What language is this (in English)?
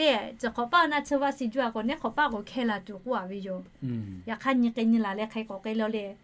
Lahu